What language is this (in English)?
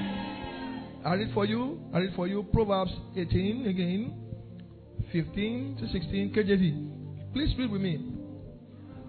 English